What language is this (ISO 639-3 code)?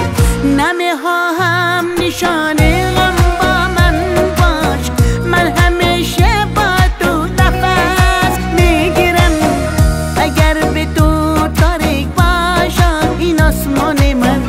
fas